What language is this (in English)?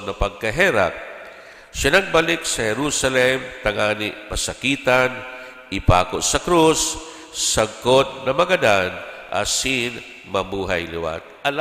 Bikol